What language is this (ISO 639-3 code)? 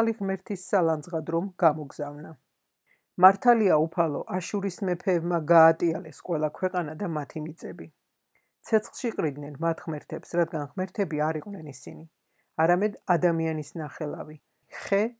kat